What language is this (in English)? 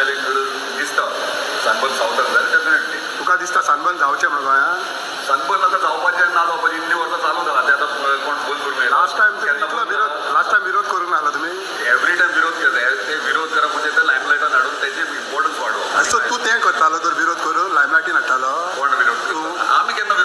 Konkani